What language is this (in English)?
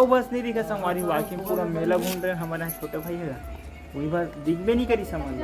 Chhattisgarhi